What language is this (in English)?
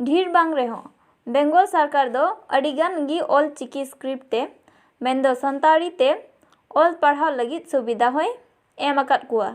Santali